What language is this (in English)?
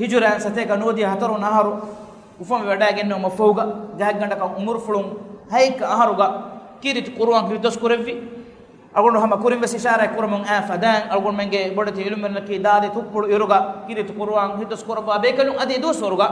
Divehi